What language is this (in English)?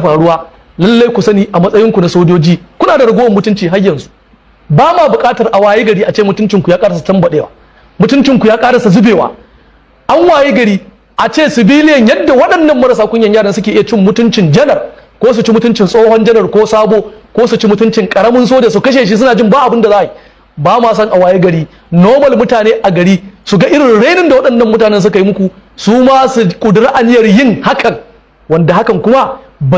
Hausa